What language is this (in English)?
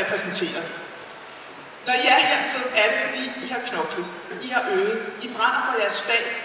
Danish